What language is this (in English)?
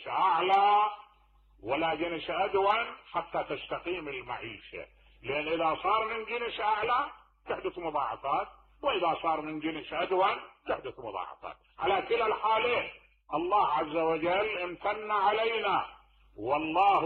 Mesopotamian Arabic